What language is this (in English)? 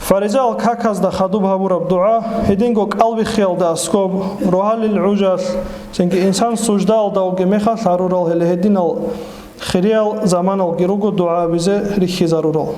Avaric